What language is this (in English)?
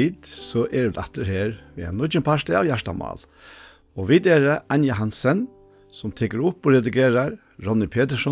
Faroese